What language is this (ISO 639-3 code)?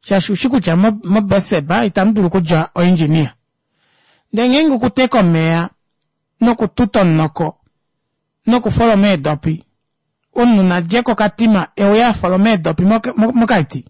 kua